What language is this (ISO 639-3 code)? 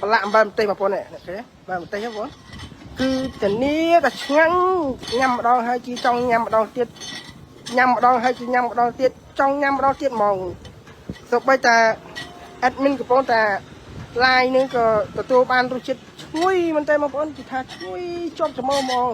khm